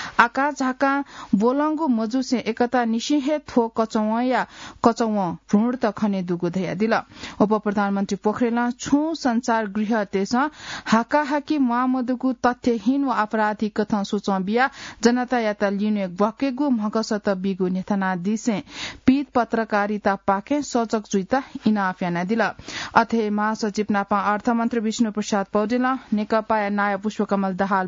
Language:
Newari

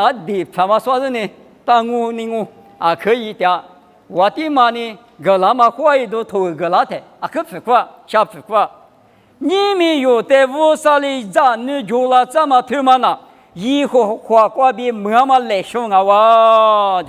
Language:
Lisu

